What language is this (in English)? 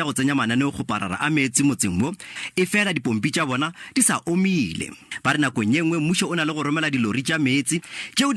Northern Sotho